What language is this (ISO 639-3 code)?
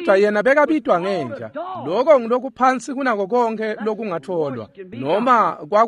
ssw